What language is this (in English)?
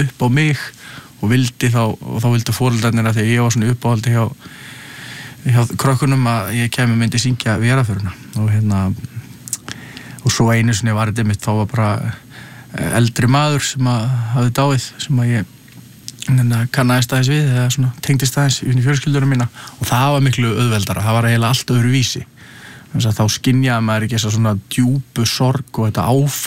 Icelandic